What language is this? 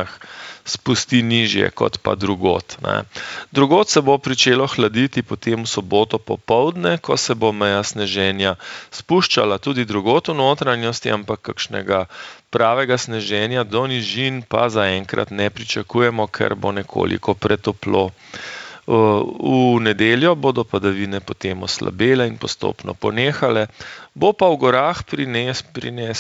Slovenian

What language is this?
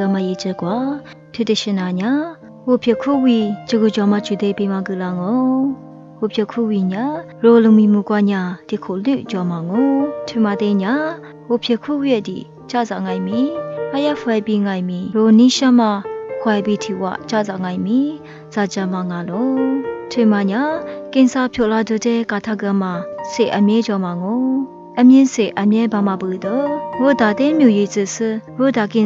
Lisu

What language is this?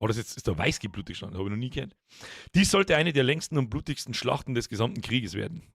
Bavarian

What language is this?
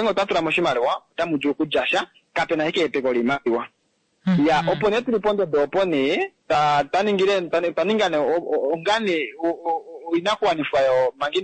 Kuanyama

